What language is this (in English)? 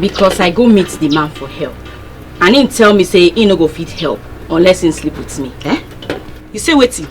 Nigerian Pidgin